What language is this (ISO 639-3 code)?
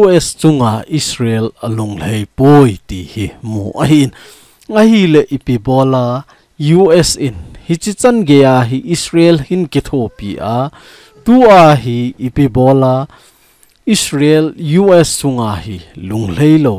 tcz